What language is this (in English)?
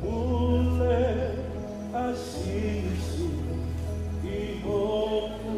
Tongan